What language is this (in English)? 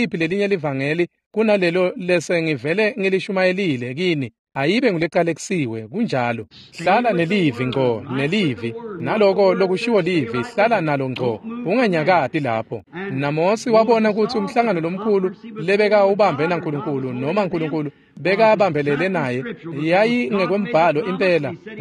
Swati